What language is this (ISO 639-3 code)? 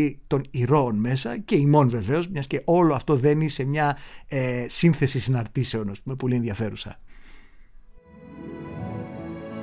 ell